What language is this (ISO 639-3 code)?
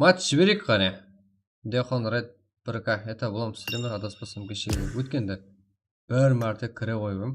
kaa